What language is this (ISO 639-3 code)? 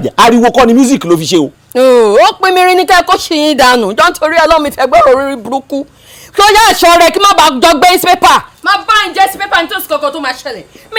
yor